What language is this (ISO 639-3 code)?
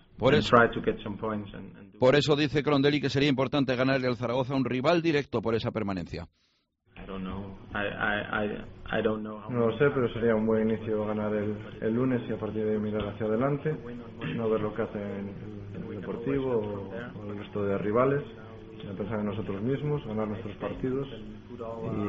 spa